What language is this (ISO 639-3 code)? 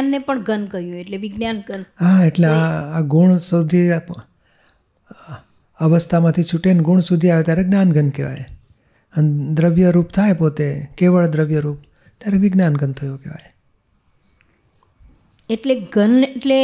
guj